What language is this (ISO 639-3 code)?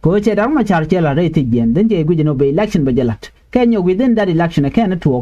nus